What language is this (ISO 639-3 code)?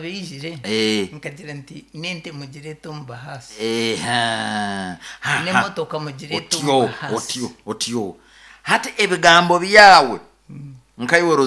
nyo